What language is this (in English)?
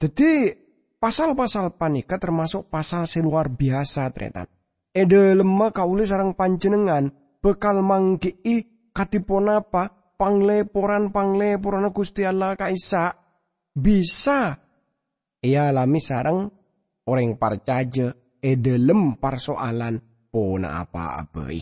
Madurese